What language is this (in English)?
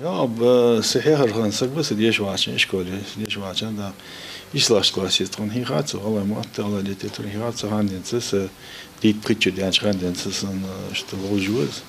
Ingush